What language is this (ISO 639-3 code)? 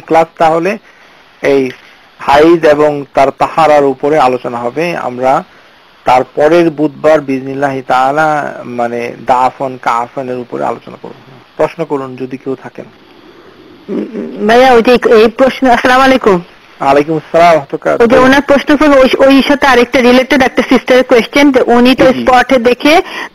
ben